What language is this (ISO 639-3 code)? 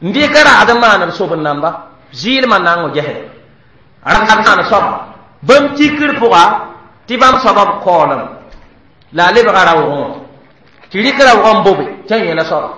mos